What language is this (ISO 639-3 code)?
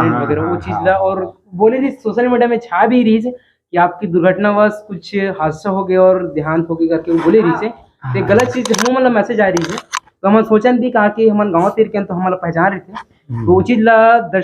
hne